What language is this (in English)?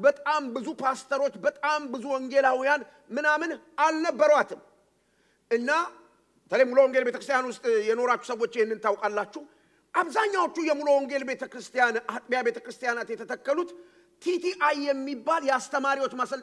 Amharic